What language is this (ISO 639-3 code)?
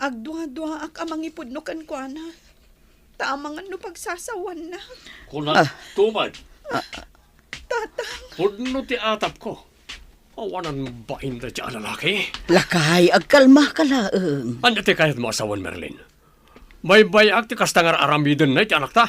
ilo